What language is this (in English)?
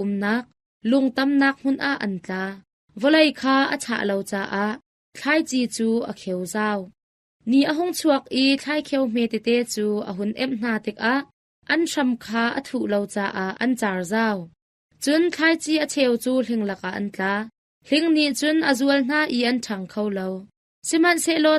Hakha Chin